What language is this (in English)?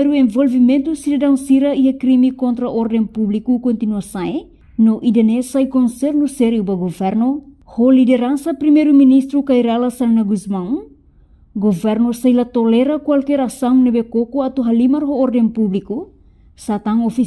Tetum